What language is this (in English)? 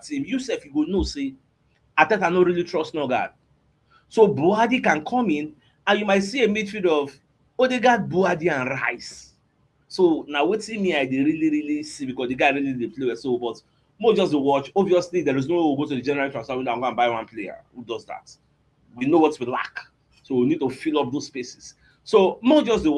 Nigerian Pidgin